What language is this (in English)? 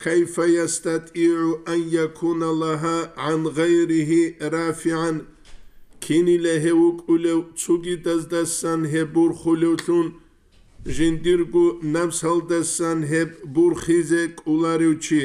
Avaric